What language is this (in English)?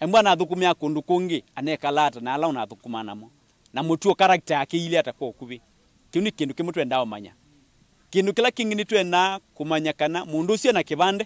Kamba